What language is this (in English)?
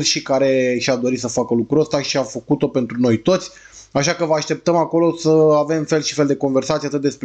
Romanian